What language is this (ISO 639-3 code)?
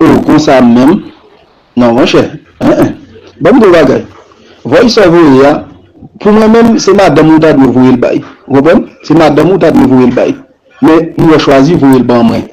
hat